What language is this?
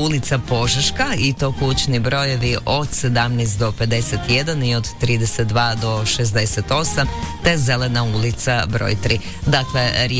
Croatian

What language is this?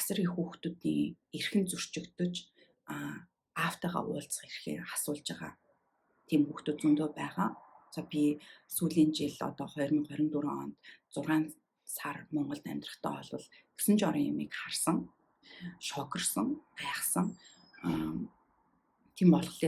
Mongolian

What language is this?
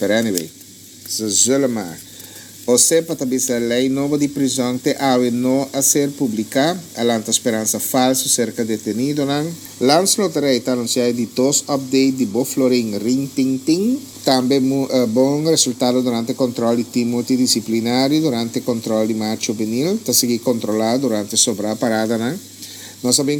Papiamento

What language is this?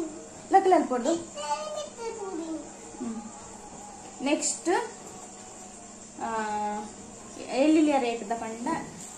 Tulu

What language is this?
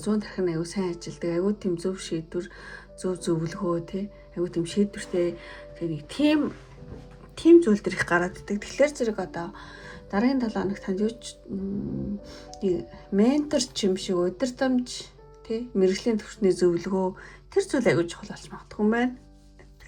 Mongolian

